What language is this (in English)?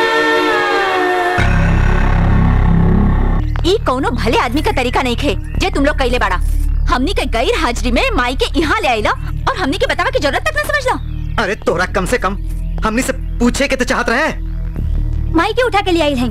Bhojpuri